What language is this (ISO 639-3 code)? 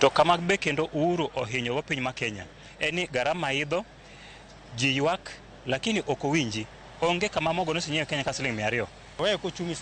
luo